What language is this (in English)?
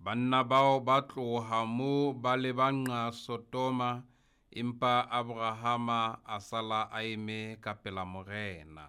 Southern Sotho